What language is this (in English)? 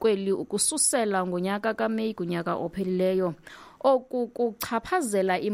Xhosa